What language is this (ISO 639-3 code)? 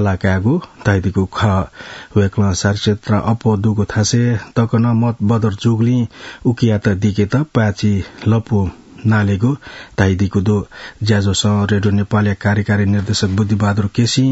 new